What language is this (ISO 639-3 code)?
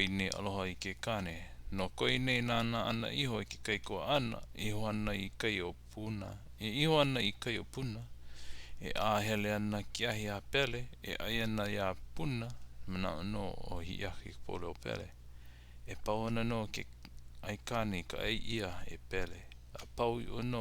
haw